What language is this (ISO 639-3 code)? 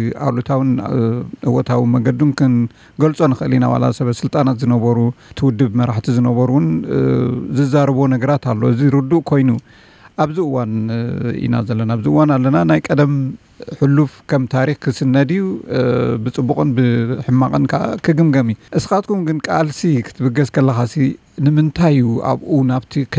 tir